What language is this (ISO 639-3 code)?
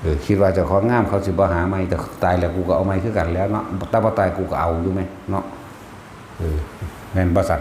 tts